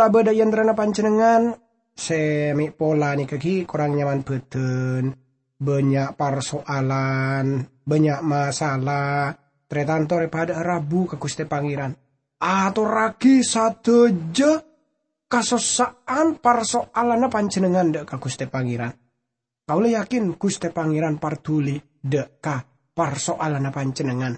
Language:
Madurese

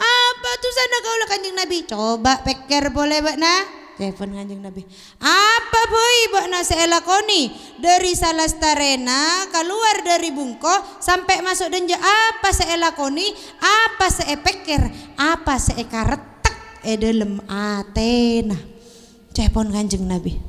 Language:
Madurese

